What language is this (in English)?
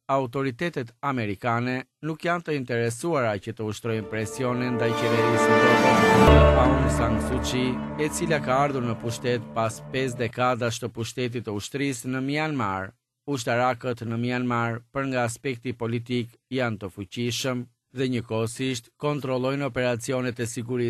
Albanian